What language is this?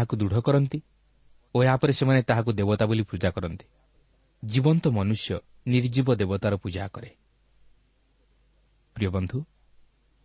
Odia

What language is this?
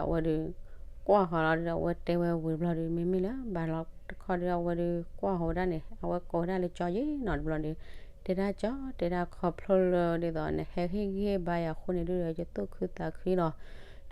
S'gaw Karen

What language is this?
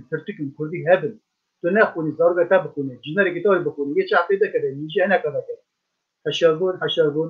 Kurdish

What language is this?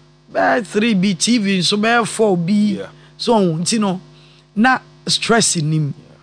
Akan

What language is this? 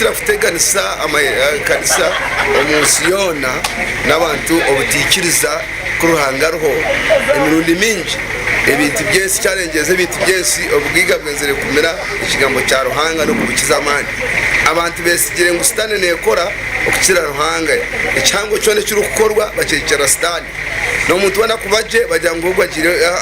Nyankole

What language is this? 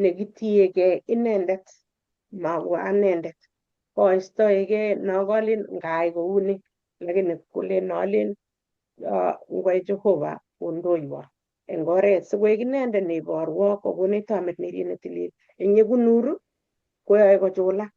Kalenjin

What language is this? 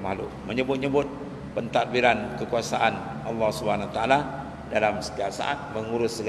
Malay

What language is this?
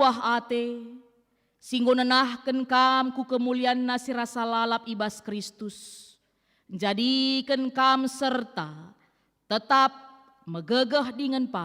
Batak Karo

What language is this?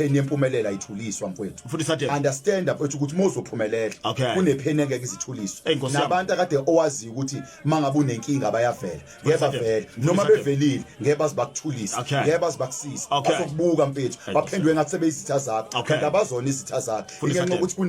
Zulu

